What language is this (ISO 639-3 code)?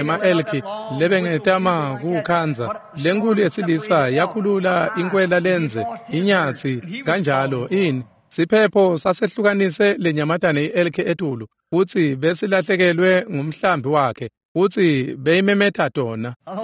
ssw